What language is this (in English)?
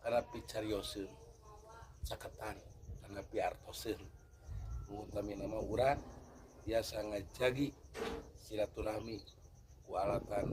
Sundanese